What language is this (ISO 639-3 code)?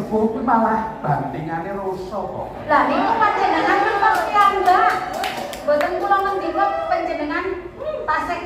jav